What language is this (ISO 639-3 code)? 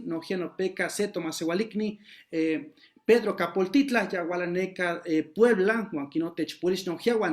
nhe